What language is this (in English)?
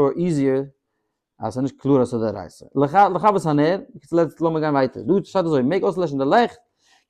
Yiddish